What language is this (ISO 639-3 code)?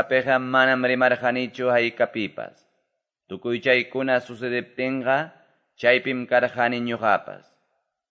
que